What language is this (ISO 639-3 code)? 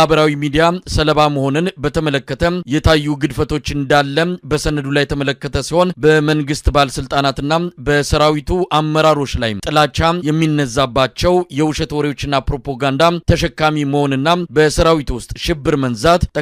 amh